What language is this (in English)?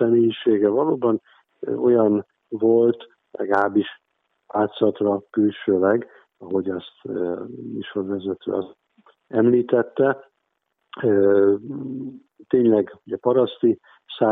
Hungarian